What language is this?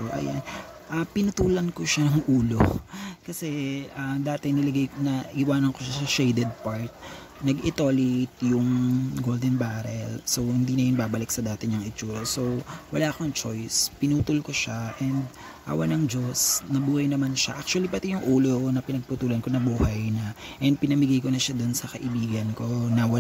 Filipino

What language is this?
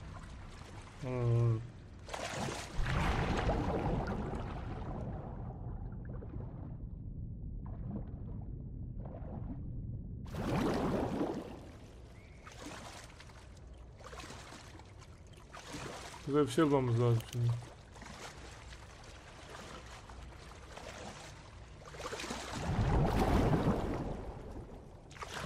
Turkish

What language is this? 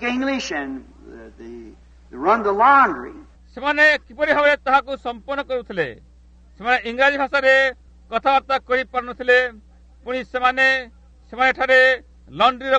Odia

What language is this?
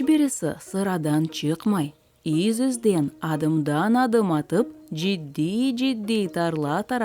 Crimean Tatar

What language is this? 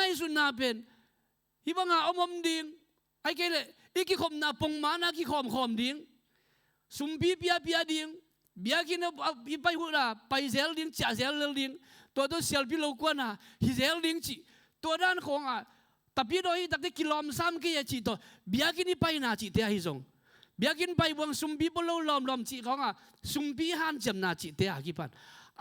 Tedim Chin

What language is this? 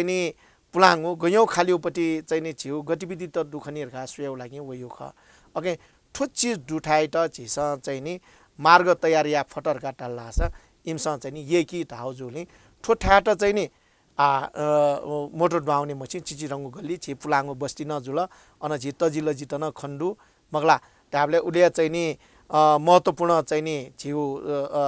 Newari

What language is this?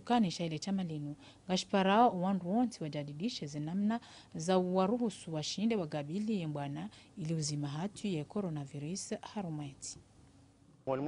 Ngazidja Comorian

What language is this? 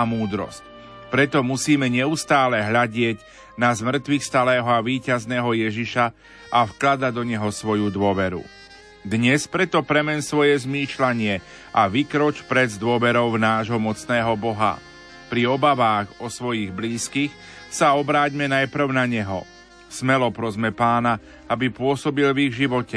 Slovak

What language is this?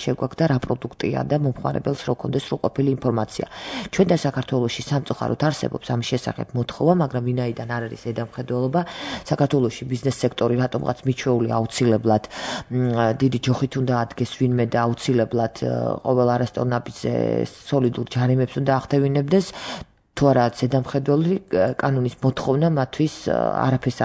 Georgian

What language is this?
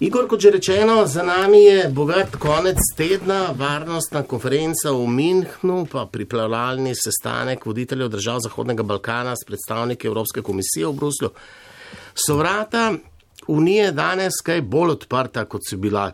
Slovenian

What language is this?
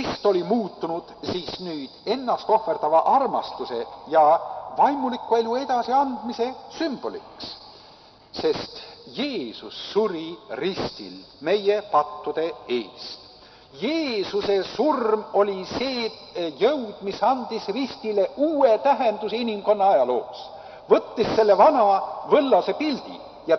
Estonian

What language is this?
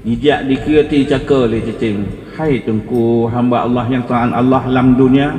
Achinese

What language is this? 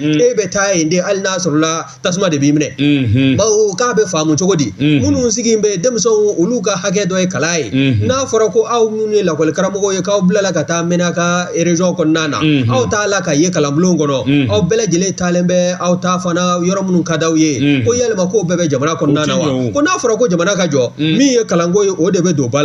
Bambara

